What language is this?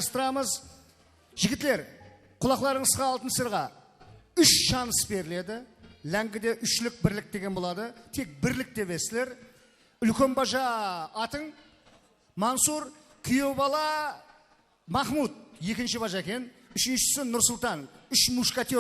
Kara-Kalpak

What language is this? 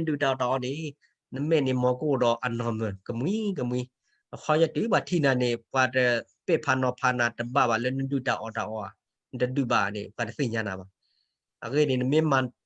S'gaw Karen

